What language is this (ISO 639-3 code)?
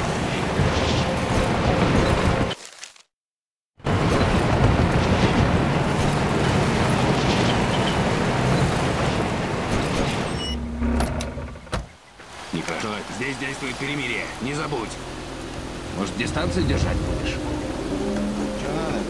rus